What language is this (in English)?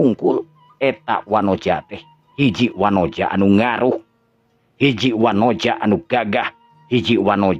Sundanese